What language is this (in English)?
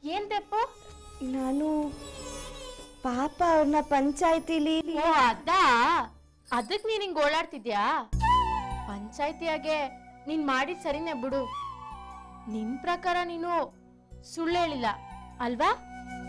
Kannada